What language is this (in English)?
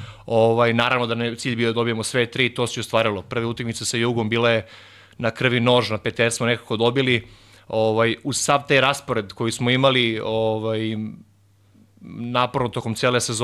Serbian